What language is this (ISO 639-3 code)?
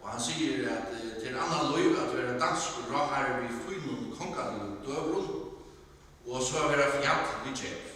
fao